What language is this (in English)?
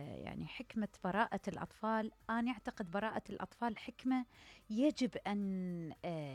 Mesopotamian Arabic